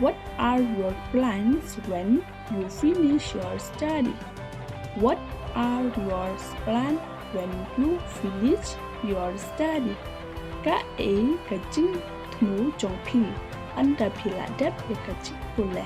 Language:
Khasi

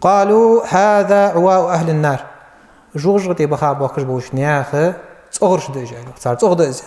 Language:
Ingush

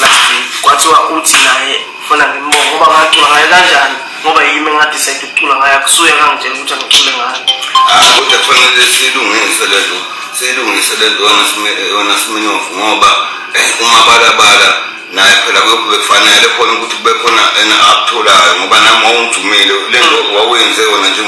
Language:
Zulu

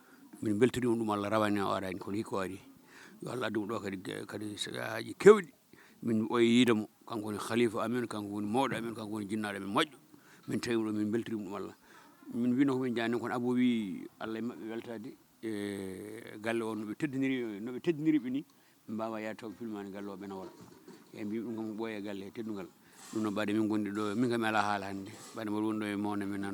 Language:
Fula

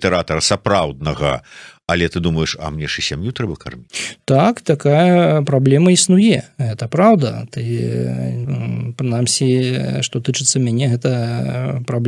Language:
Belarusian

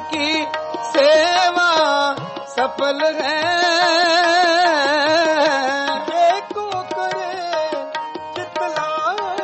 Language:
Punjabi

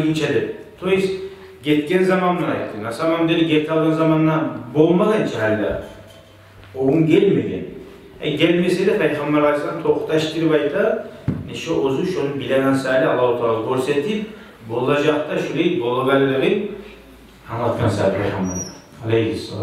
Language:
Kumyk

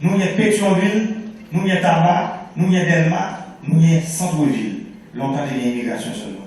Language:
Haitian Creole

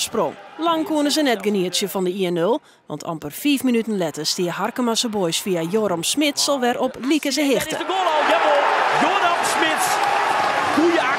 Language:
Western Frisian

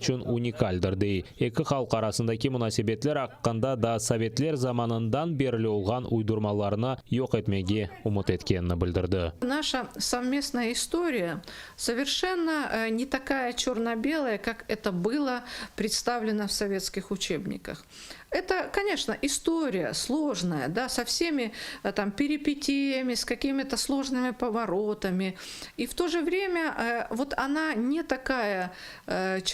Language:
Crimean Tatar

